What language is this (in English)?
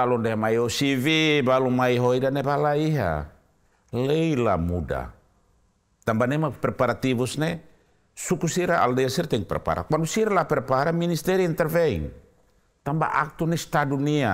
Tetum